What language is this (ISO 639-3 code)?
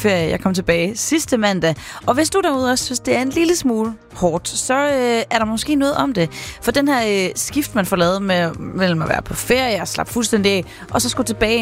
dan